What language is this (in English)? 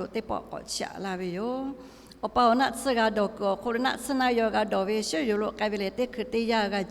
Lahu